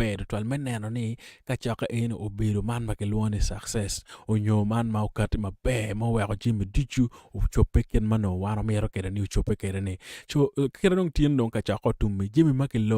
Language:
Acoli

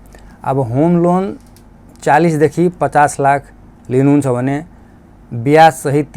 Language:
Nepali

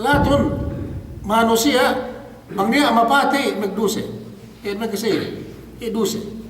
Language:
Yakan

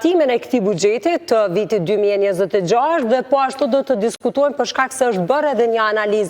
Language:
Albanian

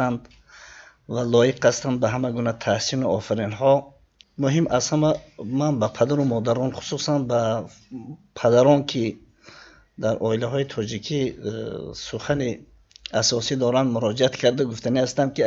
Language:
Tajik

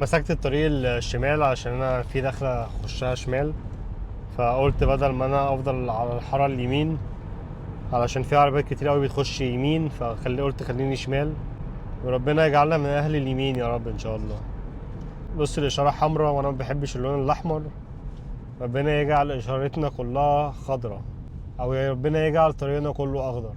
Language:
Egyptian Arabic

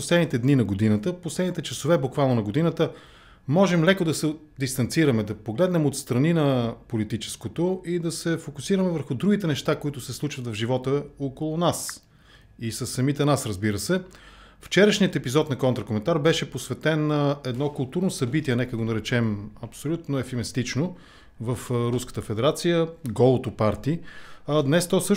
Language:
Bulgarian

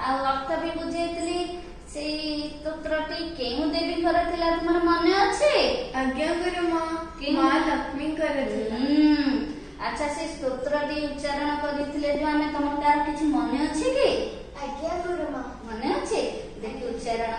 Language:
Odia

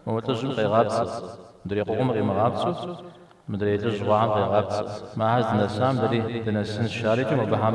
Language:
Kabardian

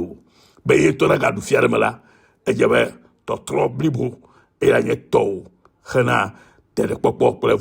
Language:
Ewe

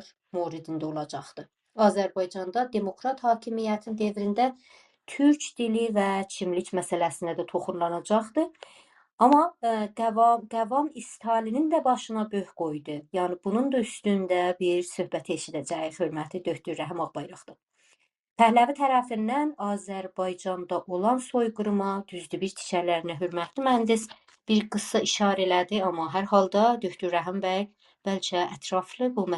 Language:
South Azerbaijani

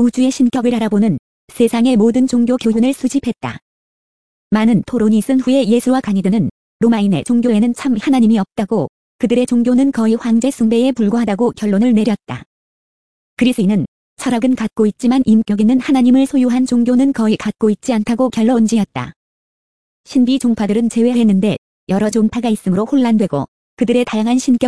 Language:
Korean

